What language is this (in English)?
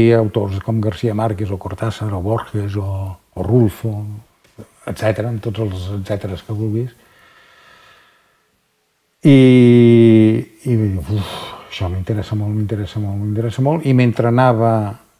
Catalan